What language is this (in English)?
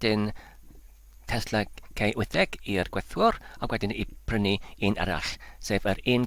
Welsh